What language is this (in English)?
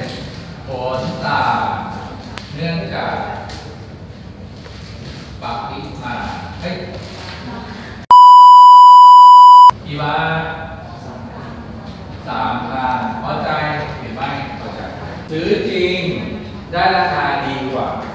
Thai